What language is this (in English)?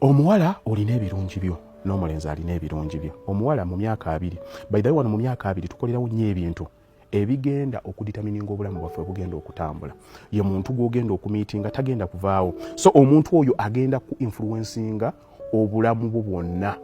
Ganda